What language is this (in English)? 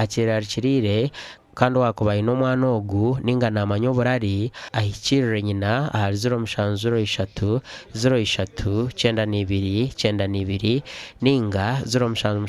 Nyankole